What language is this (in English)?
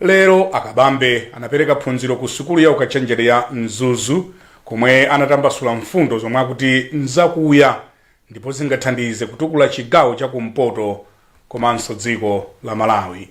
Nyanja